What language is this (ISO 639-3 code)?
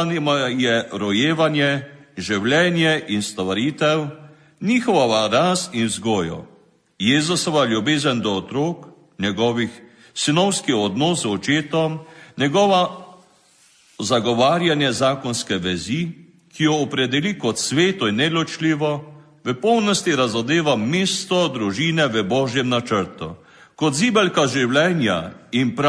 slv